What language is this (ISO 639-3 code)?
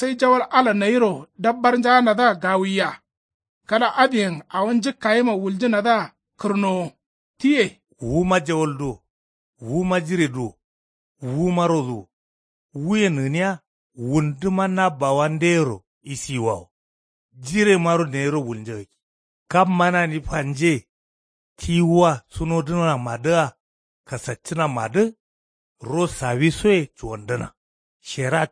kau